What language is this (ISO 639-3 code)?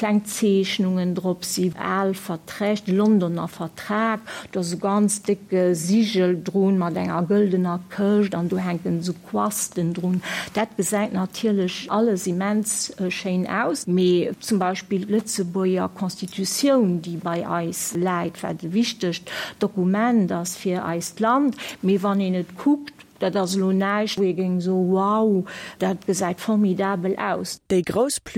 ltz